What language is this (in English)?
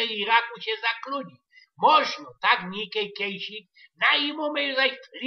Silesian